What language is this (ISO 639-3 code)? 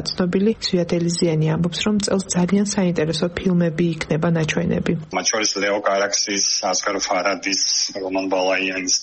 kat